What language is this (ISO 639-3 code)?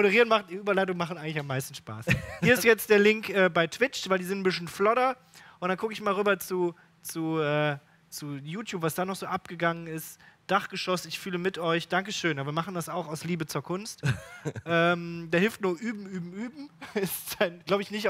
deu